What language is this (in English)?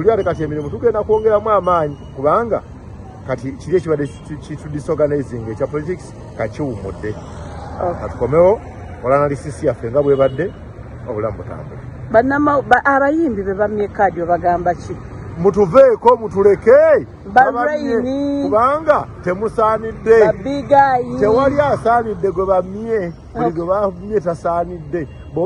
Ganda